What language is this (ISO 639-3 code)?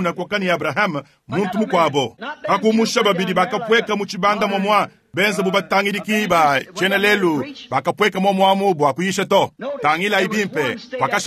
lua